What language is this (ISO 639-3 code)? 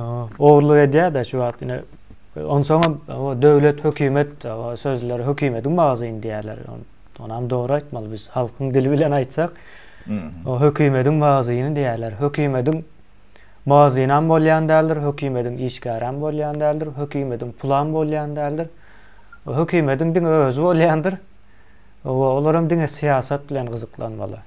tuk